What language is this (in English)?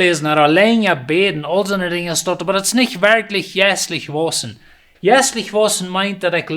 Plautdietsch